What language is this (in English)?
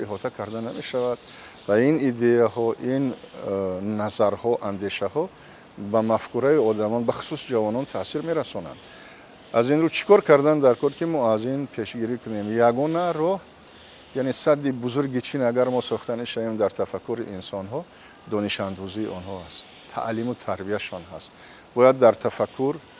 Tajik